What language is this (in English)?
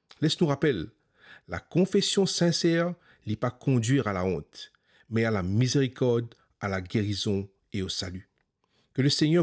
Morisyen